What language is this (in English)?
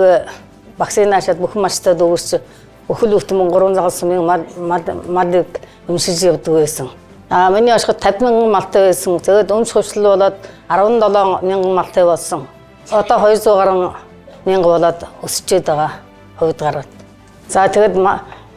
Mongolian